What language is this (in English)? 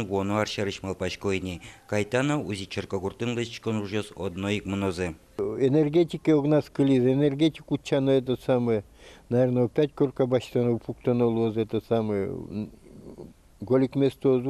Udmurt